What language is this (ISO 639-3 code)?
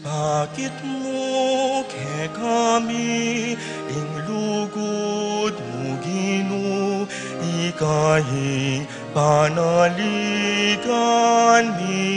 pam